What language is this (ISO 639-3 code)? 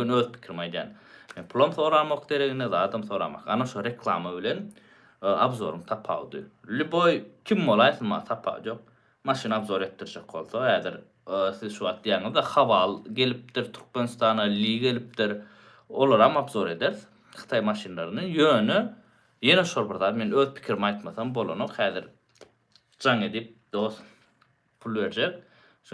tuk